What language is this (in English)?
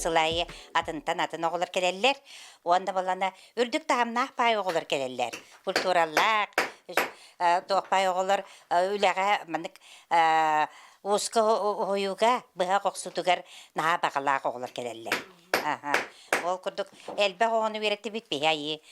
Yakut